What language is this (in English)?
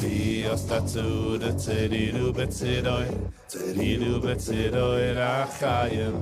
Yiddish